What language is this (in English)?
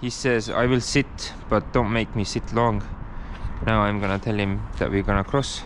English